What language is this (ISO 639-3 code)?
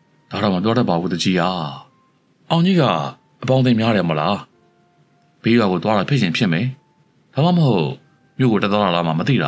mya